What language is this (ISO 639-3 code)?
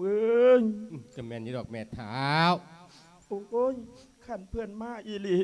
lao